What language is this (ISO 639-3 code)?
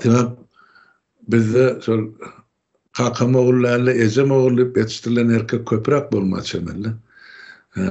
tuk